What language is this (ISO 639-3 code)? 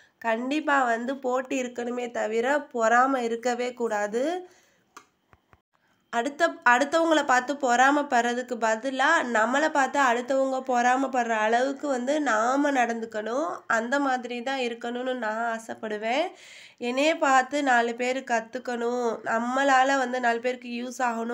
tam